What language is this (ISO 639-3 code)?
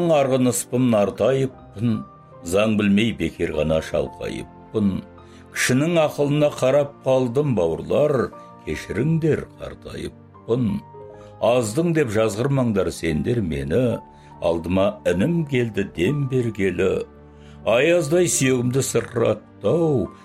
kaz